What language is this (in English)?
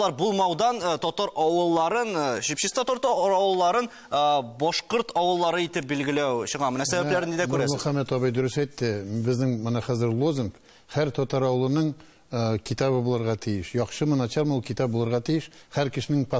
Tatar